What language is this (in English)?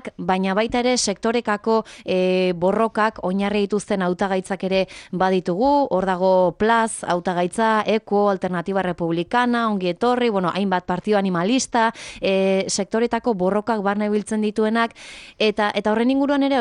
Basque